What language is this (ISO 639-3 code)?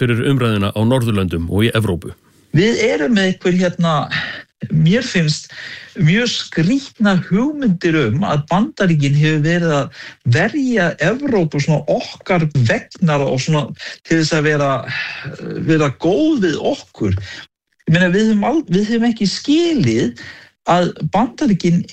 isl